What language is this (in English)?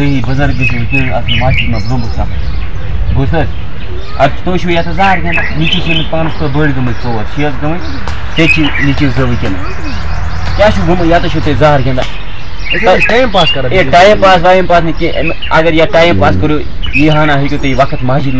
Kashmiri